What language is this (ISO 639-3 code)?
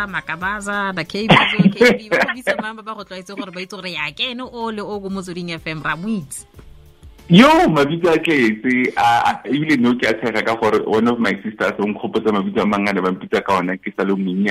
tsn